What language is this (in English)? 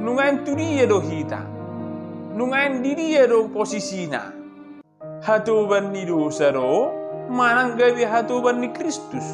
Batak Toba